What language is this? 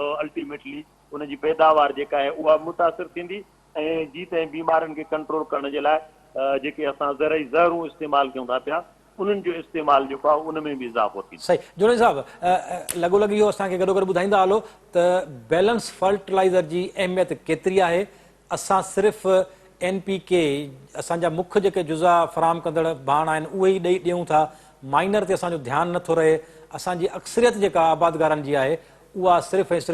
Sindhi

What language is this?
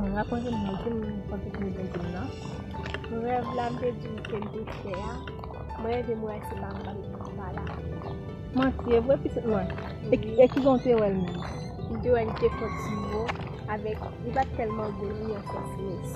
Haitian Creole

